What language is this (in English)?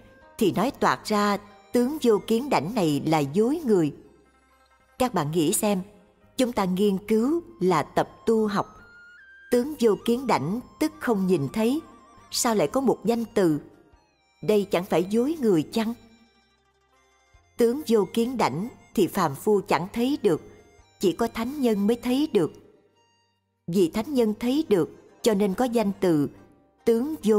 Vietnamese